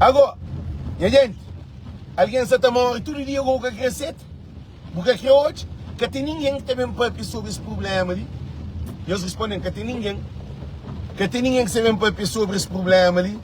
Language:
Kabuverdianu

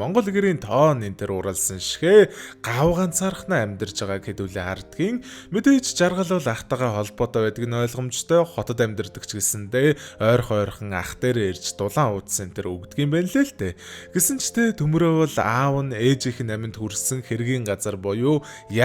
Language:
Mongolian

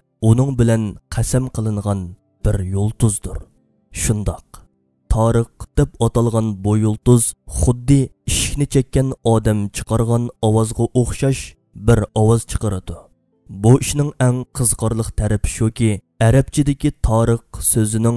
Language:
Uyghur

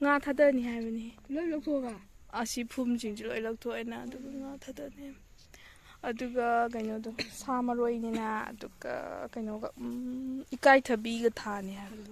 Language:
Manipuri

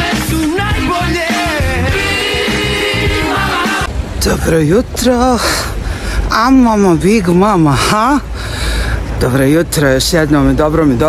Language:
Bosnian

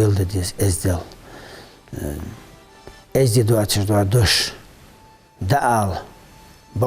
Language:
Ingush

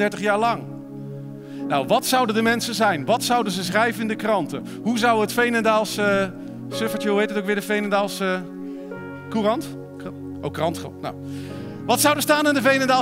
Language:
Dutch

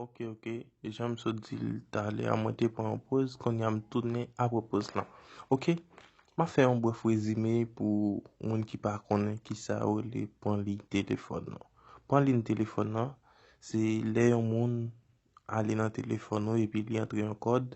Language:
Haitian Creole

